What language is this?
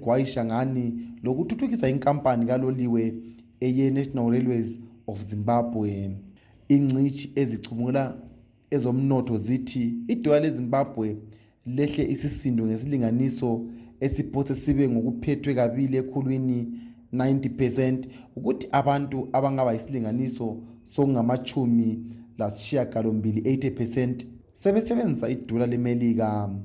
North Ndebele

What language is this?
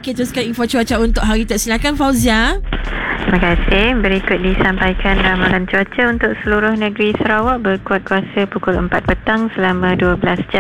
Malay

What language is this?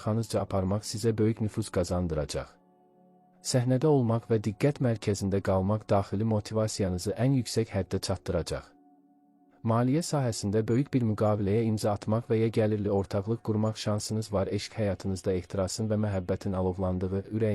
Azerbaijani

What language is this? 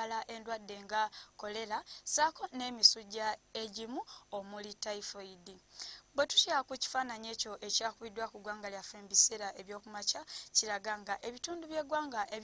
Ganda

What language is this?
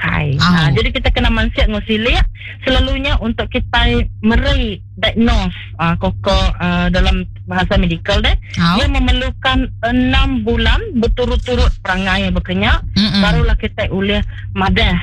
Iban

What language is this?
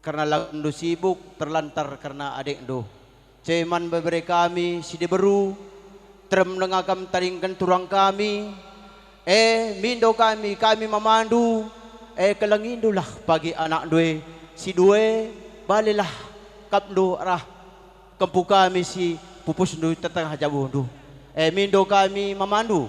Batak Karo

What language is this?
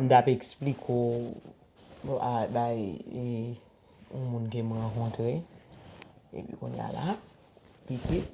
Haitian Creole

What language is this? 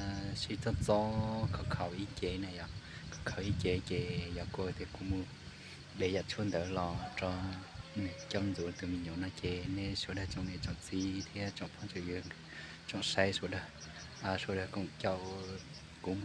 Hmong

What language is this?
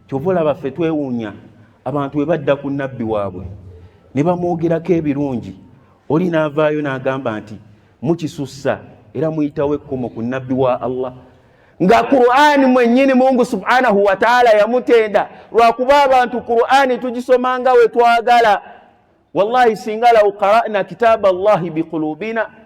Ganda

